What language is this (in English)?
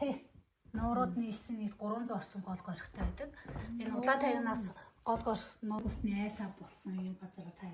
Mongolian